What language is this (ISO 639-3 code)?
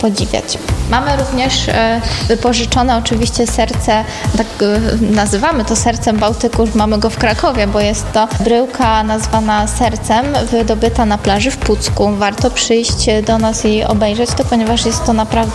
pol